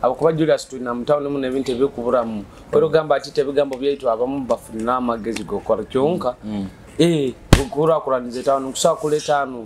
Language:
Nyoro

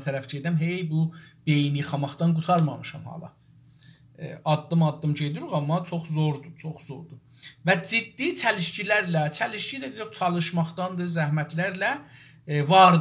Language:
South Azerbaijani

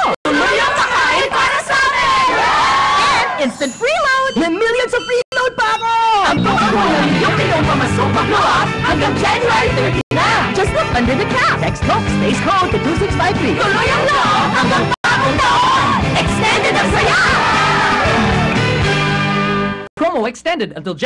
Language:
Cebuano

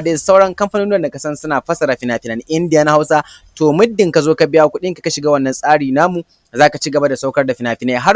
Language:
Hausa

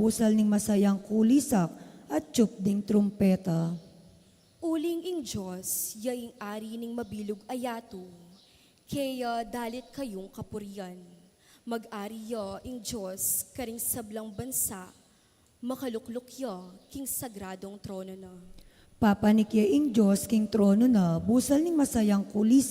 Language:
Pampanga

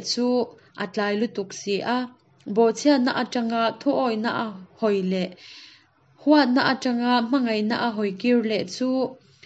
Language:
Hakha Chin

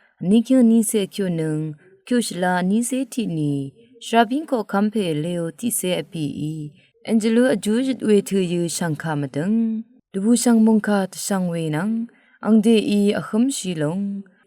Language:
Rawang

